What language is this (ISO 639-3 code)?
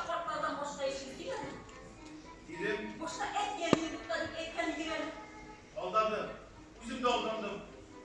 tat